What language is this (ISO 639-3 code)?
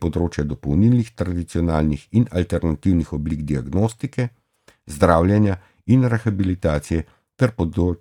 slv